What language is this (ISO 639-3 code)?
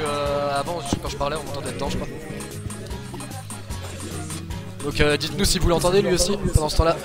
fra